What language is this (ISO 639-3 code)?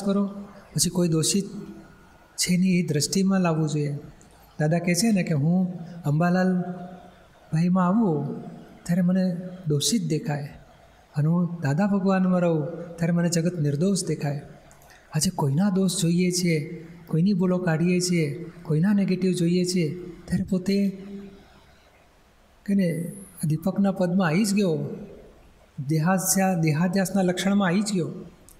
guj